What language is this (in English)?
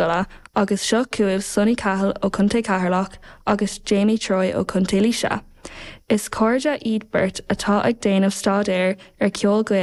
Irish